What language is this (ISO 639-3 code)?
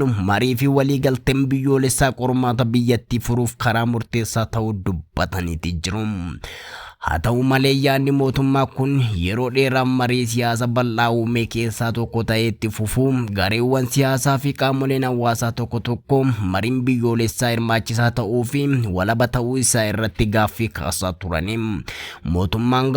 orm